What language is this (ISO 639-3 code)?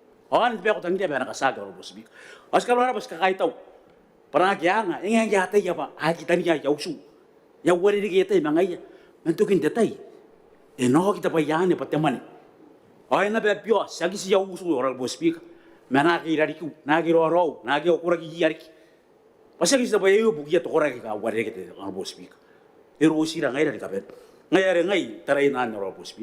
gil